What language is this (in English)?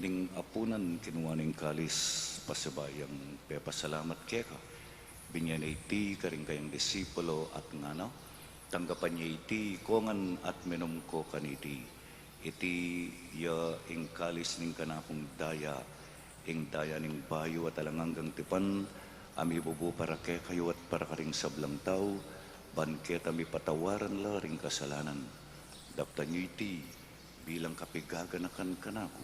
Pampanga